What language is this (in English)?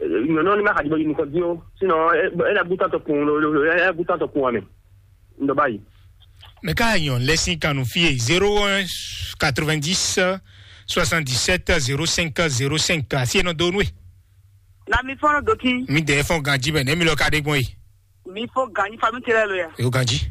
Fon